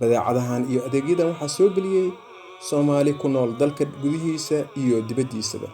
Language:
Somali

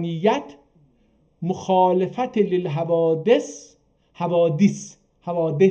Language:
South Azerbaijani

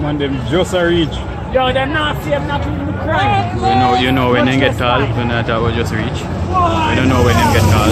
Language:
Jamaican Creole English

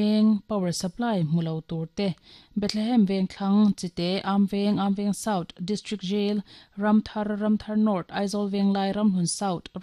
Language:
Mizo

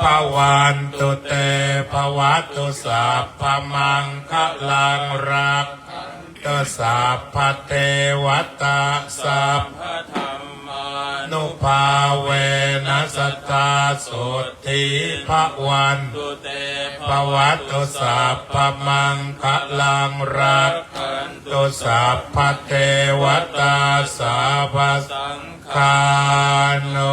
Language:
Pali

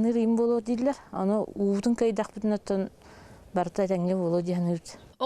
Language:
Yakut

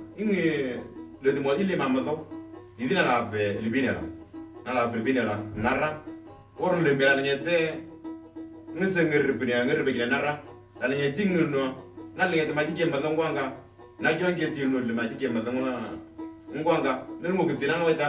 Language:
Moro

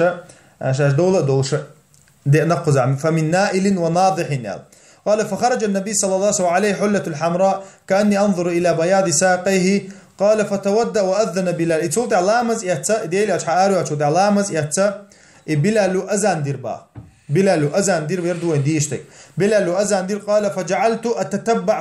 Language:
Chechen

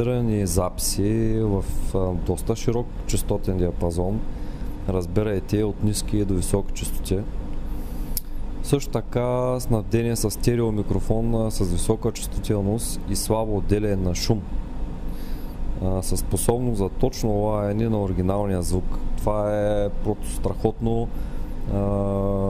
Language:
Bulgarian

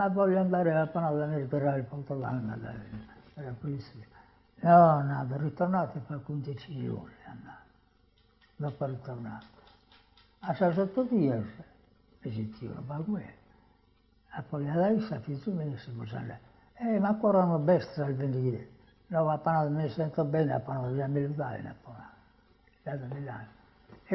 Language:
Sardinian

